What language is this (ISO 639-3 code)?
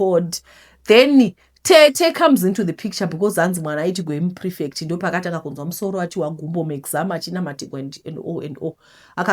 sna